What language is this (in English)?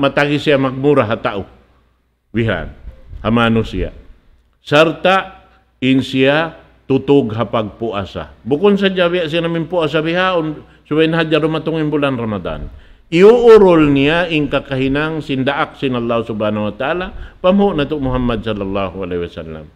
Tausug